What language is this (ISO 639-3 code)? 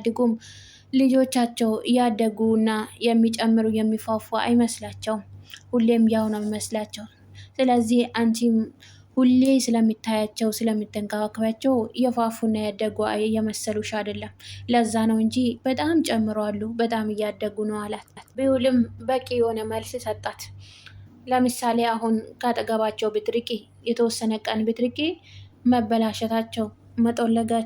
amh